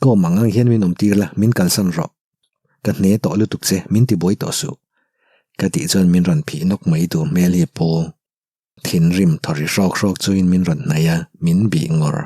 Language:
Mizo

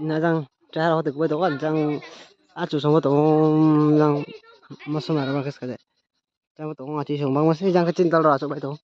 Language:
Riang (India)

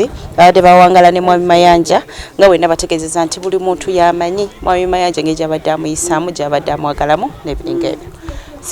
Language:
Ganda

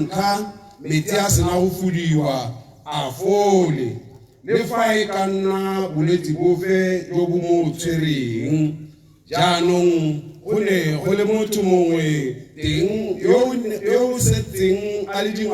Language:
Tswana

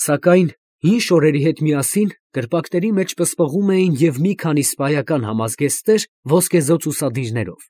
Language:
Armenian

